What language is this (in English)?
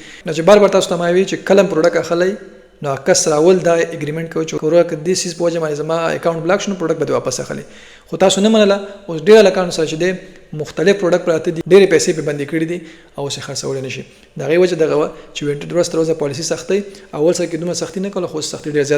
Pashto